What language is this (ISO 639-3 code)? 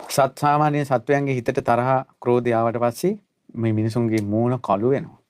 sin